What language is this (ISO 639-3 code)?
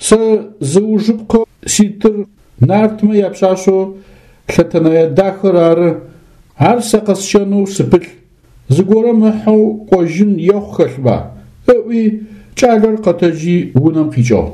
ady